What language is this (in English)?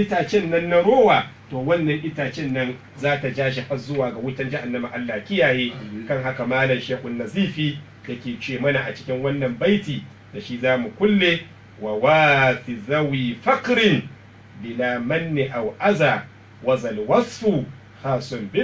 Hausa